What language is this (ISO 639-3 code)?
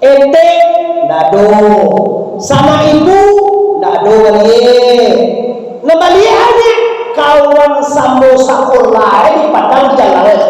min